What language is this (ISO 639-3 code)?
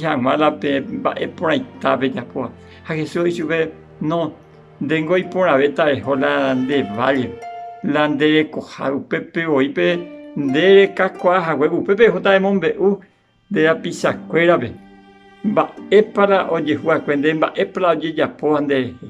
grn